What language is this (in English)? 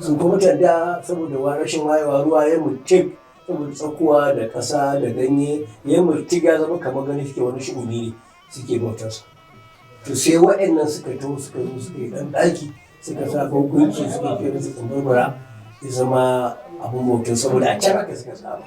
Hausa